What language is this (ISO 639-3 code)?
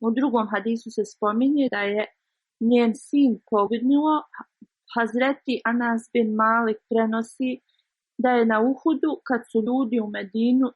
bos